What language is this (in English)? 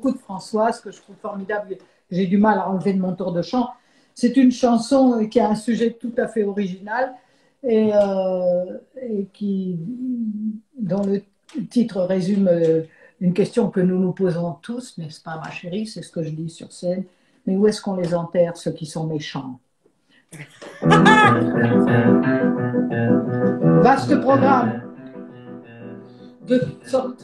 French